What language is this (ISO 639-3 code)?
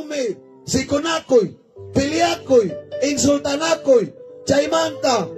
quy